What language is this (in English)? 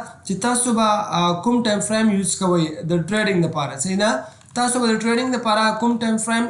Pashto